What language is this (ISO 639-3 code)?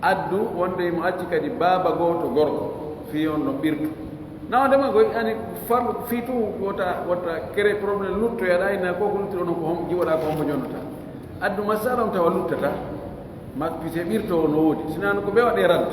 fuf